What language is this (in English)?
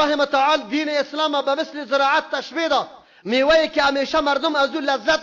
Persian